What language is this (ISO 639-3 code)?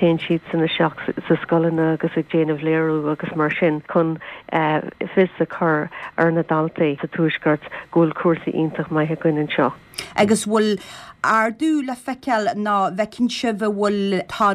gle